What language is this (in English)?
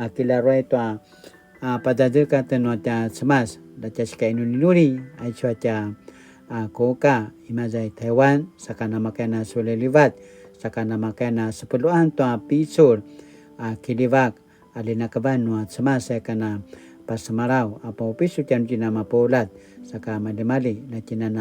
Paiwan